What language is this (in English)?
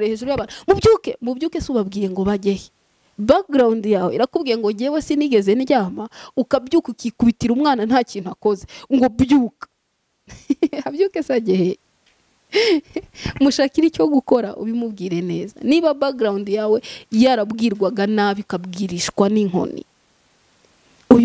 Kinyarwanda